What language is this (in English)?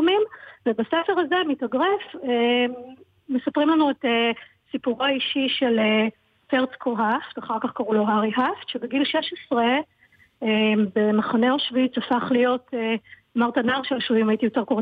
Hebrew